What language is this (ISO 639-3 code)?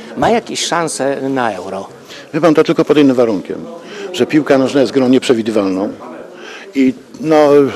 pol